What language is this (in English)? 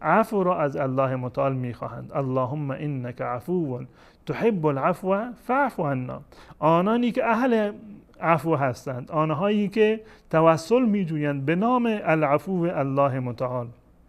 Persian